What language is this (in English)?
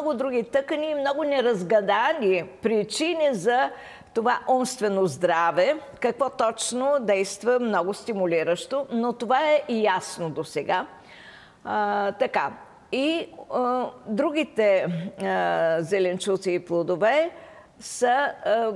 Bulgarian